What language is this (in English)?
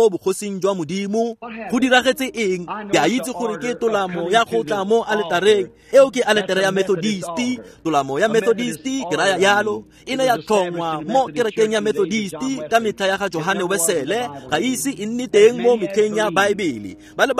Tswana